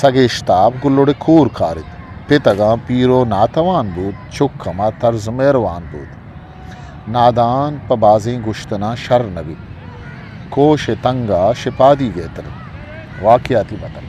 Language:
Eastern Balochi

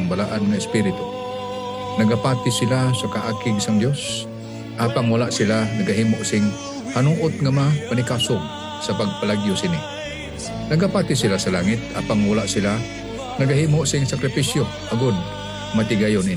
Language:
Hiligaynon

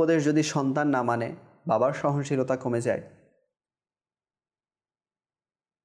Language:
Bangla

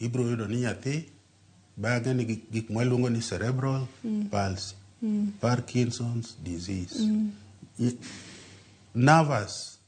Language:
Luo (Kenya and Tanzania)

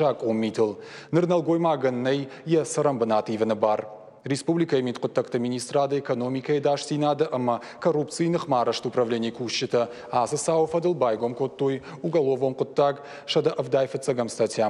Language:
Ossetic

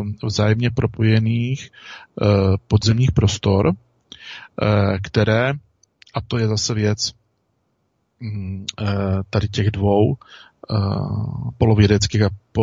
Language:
Czech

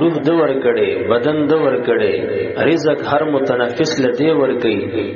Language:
Pashto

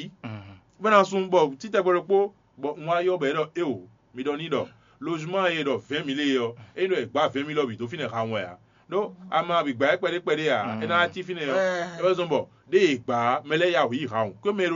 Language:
Fon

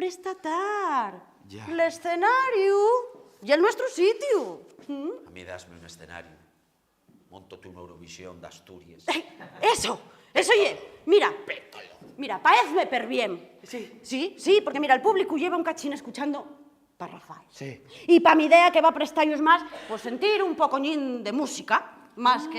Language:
Asturian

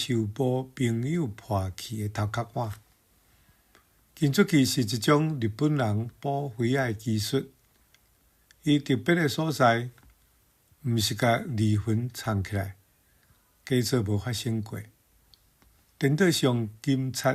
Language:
Min Nan Chinese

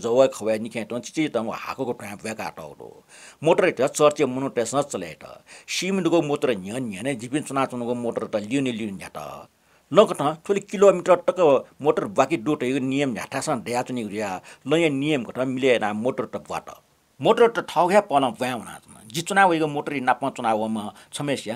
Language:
Newari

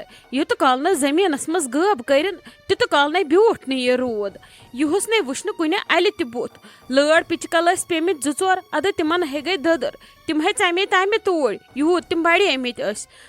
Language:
Kashmiri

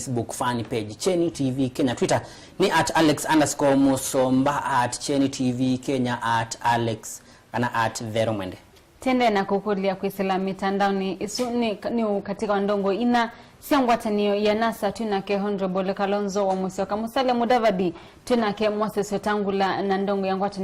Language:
Kamba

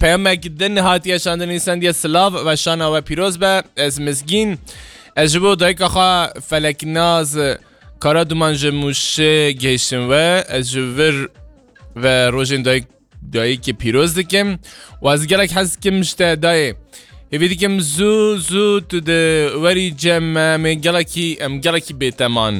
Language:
Kurdish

